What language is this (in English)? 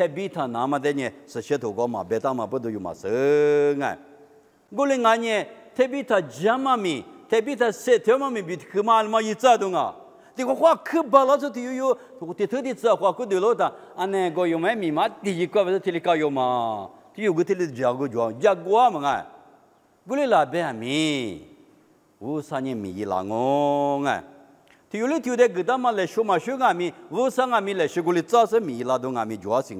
Lisu